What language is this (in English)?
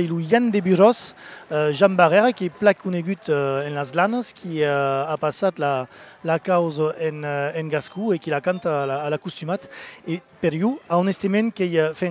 Occitan